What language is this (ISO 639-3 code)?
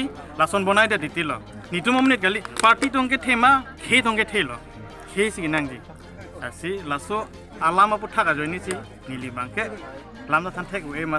mjw